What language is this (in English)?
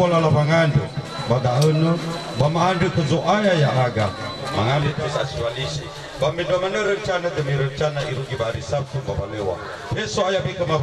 Nias